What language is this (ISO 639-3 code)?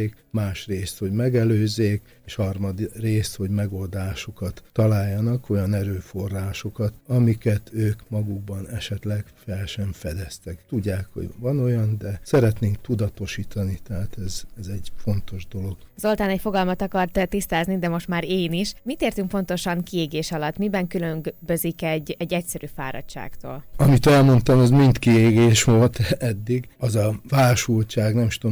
hun